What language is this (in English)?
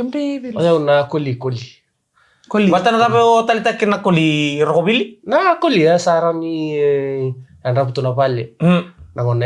Fijian